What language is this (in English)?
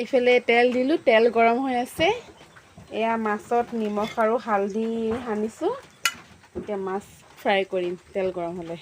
Assamese